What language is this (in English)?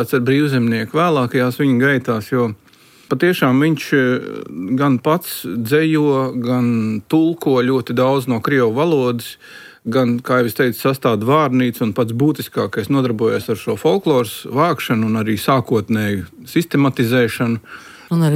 Latvian